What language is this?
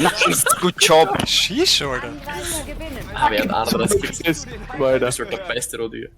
Bavarian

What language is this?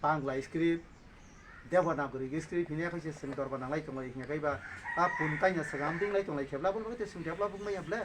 Kok Borok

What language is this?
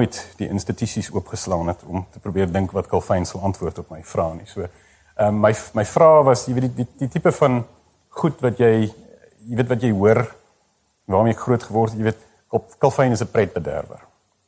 Afrikaans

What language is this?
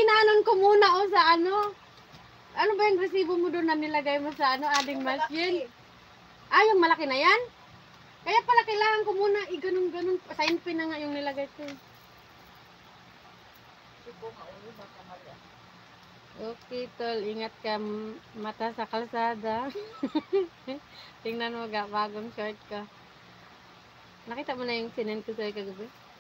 Filipino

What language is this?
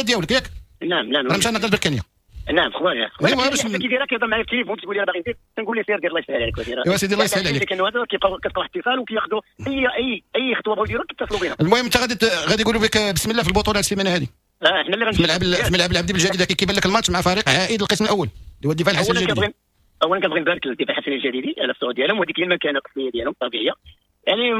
Moroccan Arabic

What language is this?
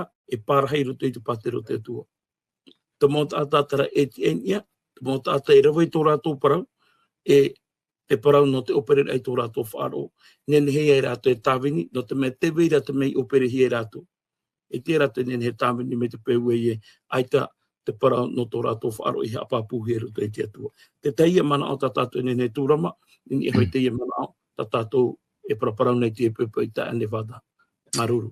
Tahitian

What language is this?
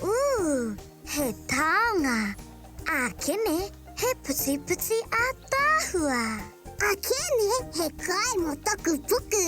Māori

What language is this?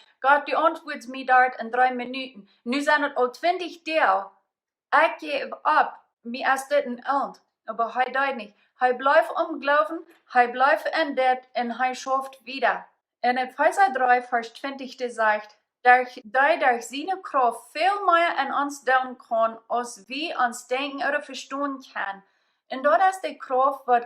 Plautdietsch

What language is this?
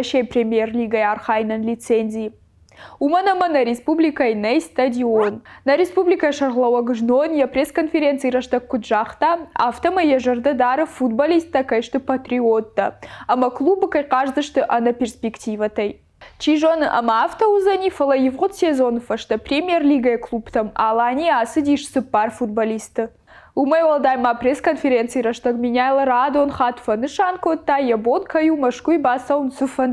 Ossetic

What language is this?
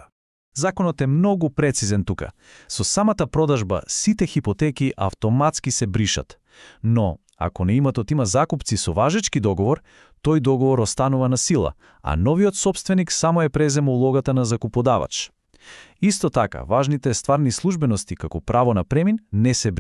Macedonian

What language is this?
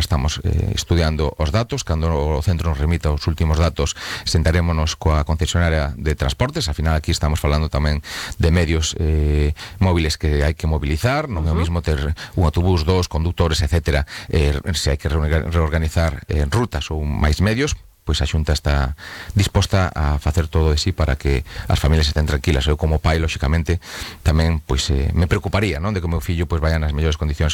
Galician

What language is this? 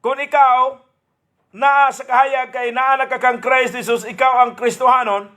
Cebuano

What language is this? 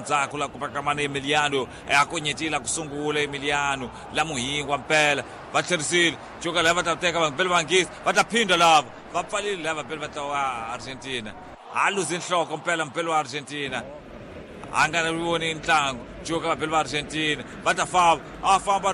Tsonga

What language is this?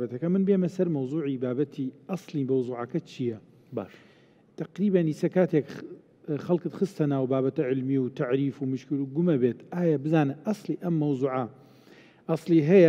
Central Kurdish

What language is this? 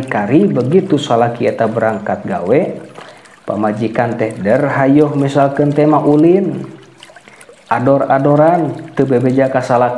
Sundanese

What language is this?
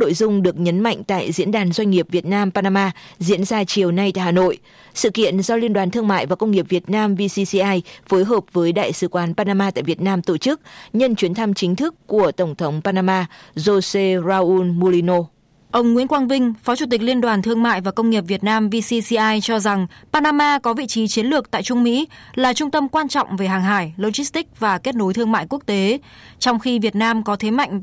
Vietnamese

